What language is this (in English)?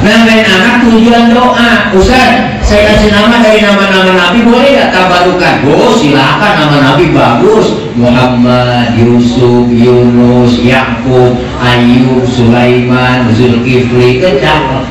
Betawi